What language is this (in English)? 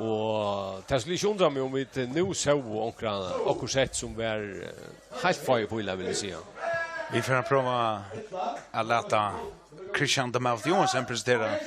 Faroese